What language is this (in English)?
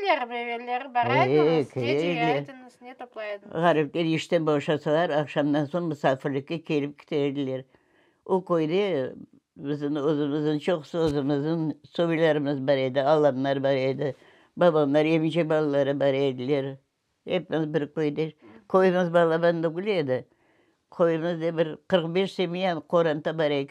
Crimean Tatar